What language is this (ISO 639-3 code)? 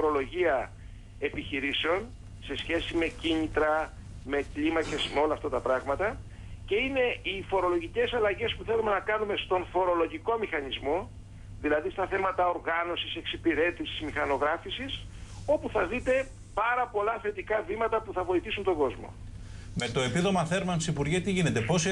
ell